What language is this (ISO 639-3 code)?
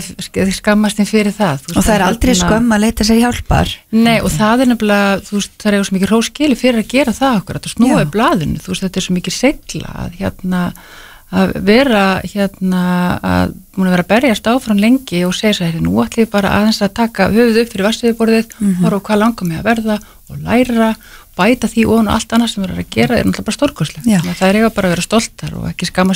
isl